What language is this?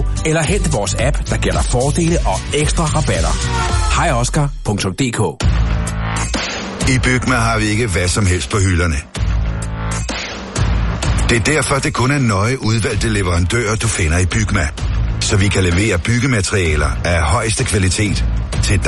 Danish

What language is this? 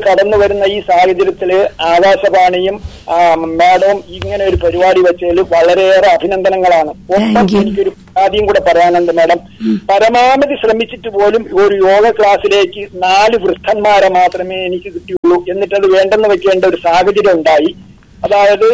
Malayalam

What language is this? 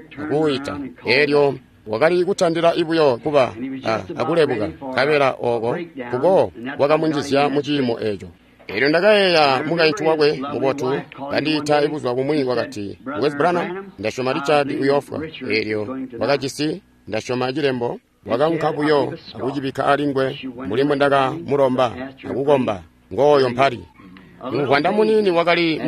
Tonga (Zambia)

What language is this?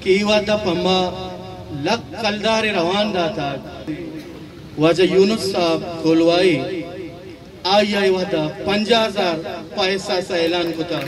Eastern Balochi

